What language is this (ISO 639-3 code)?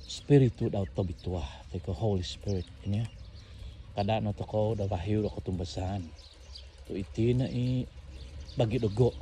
dtp